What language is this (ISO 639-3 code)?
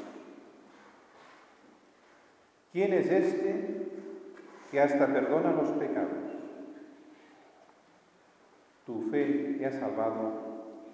spa